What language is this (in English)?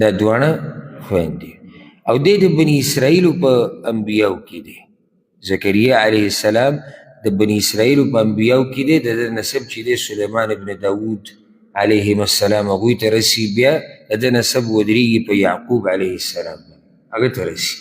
Pashto